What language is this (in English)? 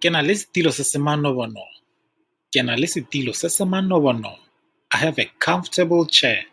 Tswana